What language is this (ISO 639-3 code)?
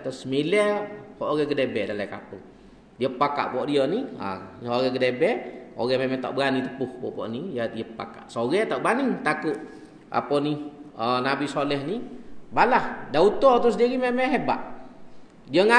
msa